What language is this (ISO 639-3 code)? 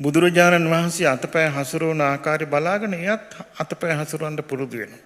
sin